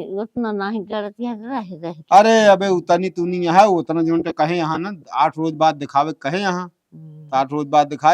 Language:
Awadhi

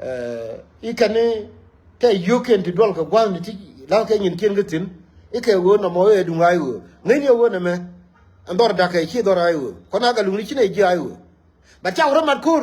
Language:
Nuer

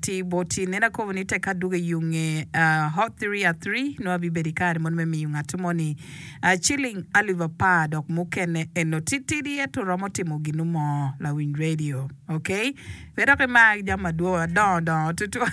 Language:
Acoli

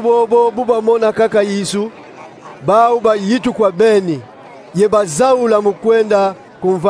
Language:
Kongo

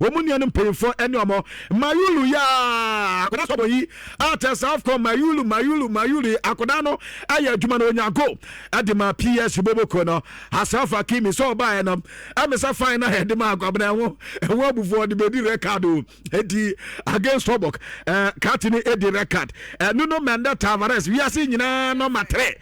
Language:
Akan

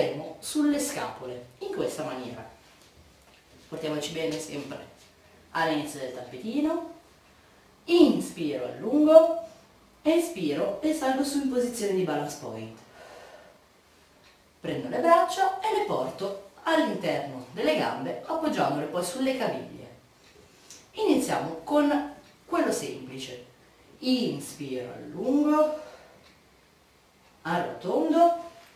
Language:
Italian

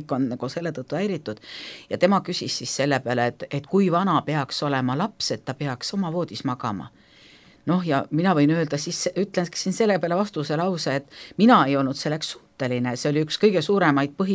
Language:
Estonian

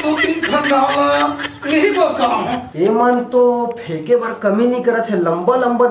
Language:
Chhattisgarhi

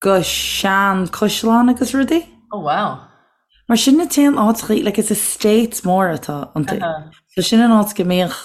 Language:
Irish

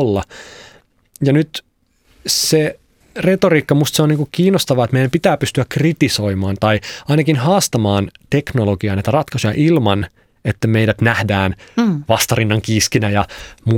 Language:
Finnish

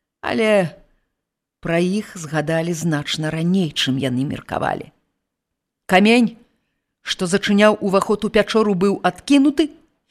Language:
Belarusian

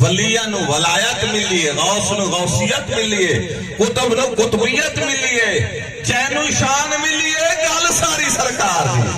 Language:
Saraiki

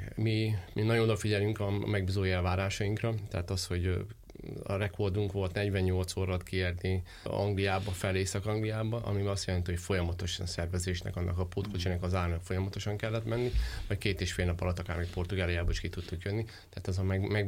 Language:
Hungarian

